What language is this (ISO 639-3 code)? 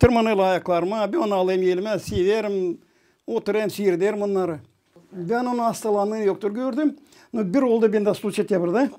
gag